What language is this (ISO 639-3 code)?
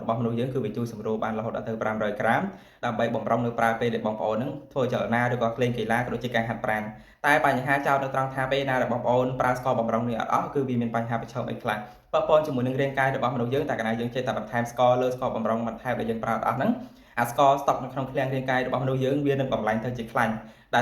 khm